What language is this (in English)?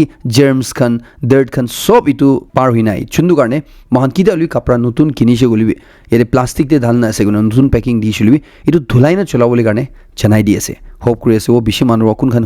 Naga Pidgin